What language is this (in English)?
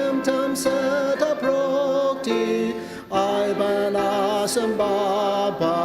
Ao Naga